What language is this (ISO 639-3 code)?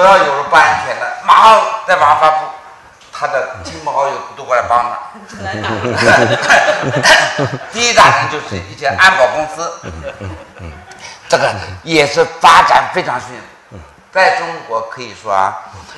zho